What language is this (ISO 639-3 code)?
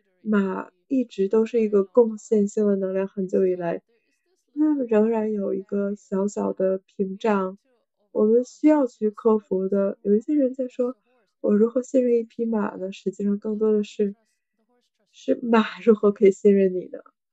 zho